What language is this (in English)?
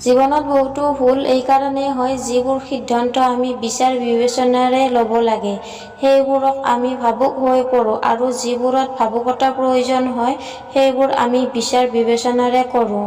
Assamese